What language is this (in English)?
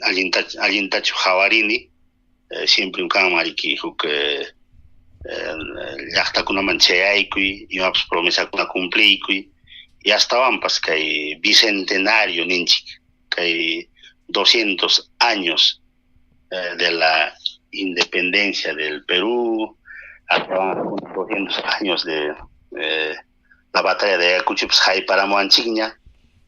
Ayacucho Quechua